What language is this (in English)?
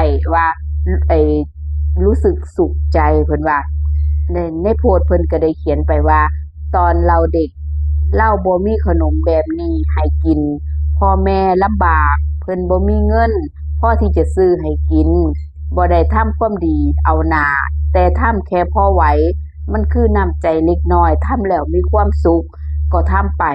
Northeastern Thai